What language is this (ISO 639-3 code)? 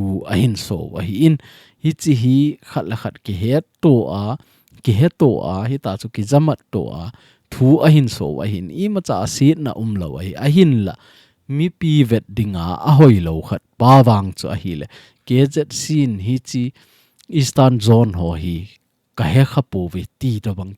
tcz